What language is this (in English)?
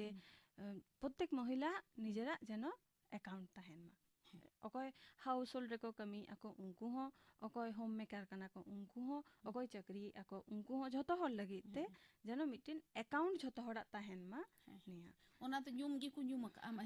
Santali